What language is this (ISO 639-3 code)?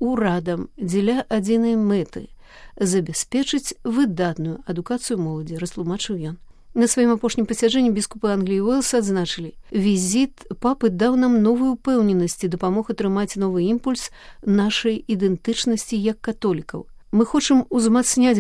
bel